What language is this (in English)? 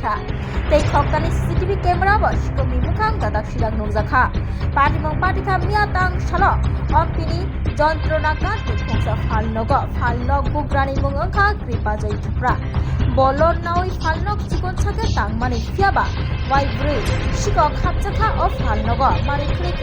Kok Borok